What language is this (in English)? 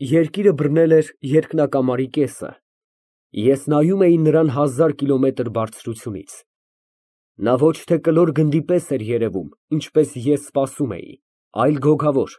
Armenian